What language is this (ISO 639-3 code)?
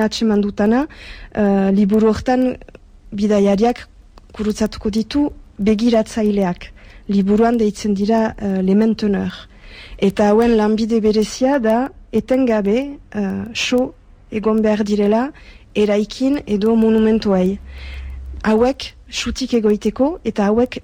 eus